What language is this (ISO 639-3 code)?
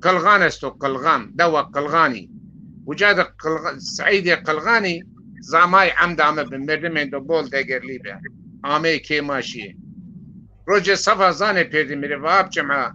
zza